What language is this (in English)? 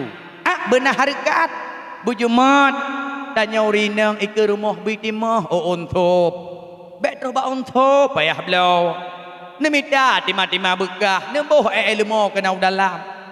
Achinese